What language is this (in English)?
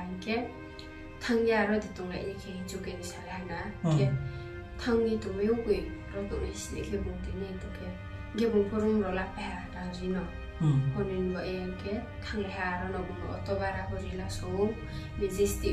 Riang (India)